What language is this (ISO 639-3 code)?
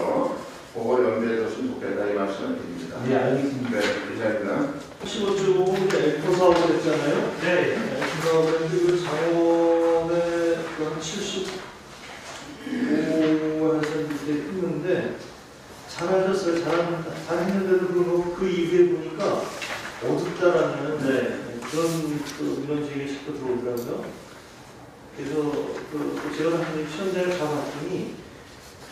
kor